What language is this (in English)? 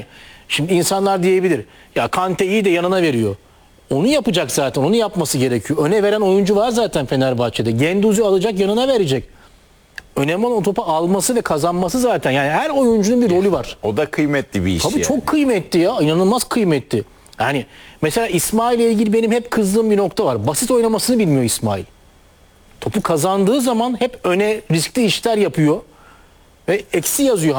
Turkish